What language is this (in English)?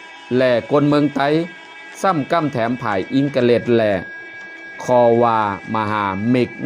Shan